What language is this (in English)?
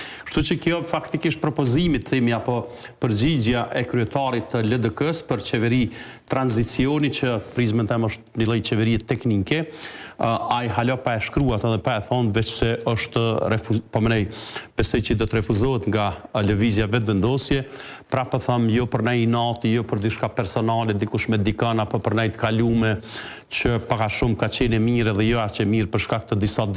Albanian